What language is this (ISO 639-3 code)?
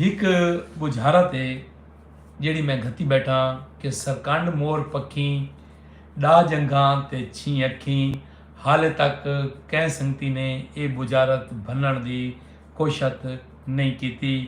skr